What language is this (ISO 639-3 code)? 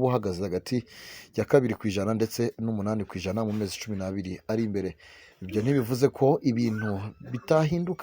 kin